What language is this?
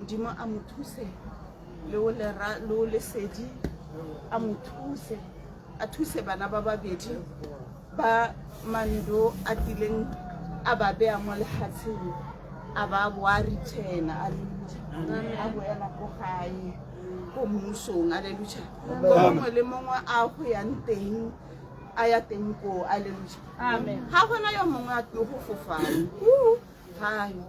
Tswana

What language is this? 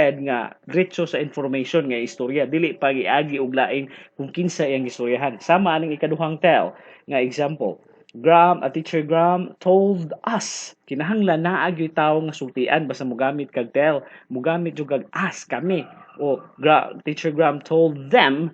Cebuano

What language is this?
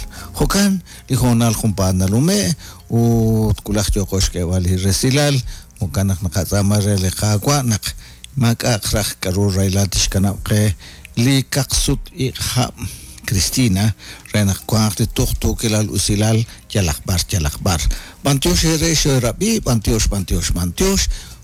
Kekchí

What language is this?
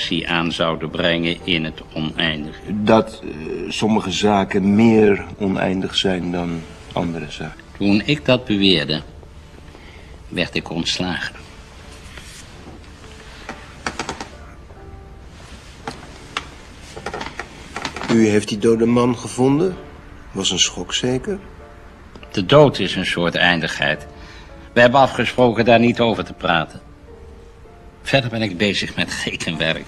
Dutch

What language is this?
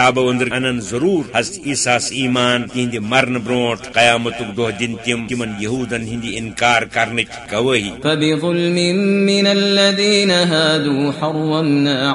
Kashmiri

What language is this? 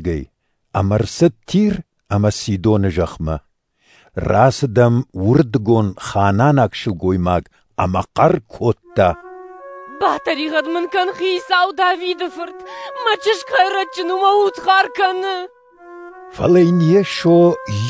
Ossetic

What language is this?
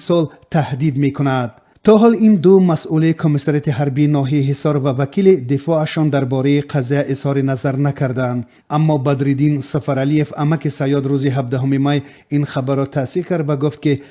Tajik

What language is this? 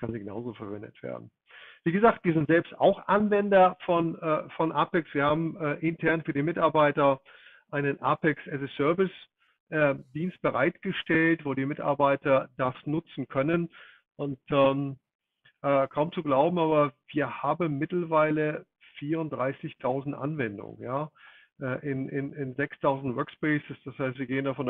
German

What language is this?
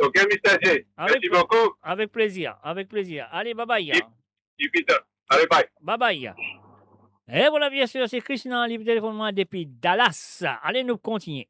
Morisyen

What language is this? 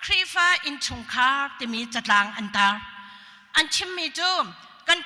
Hakha Chin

